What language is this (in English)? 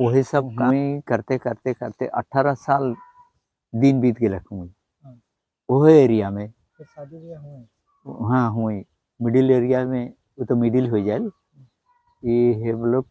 Sadri